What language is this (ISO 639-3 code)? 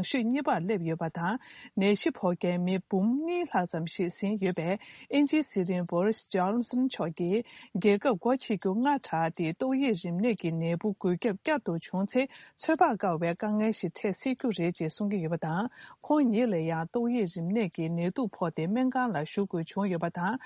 bod